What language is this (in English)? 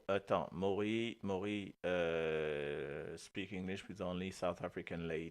Morisyen